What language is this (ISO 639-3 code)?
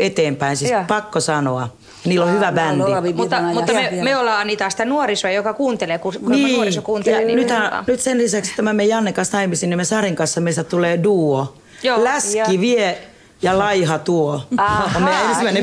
fin